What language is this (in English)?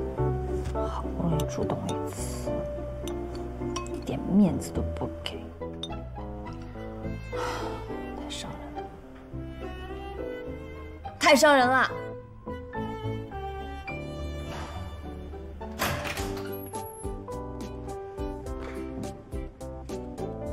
Chinese